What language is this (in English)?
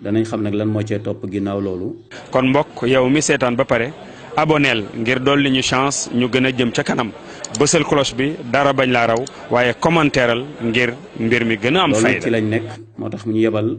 Wolof